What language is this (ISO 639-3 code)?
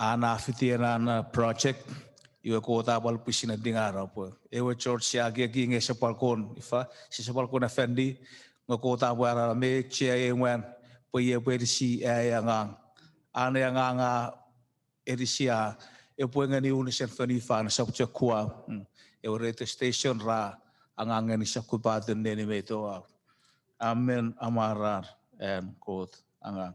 chk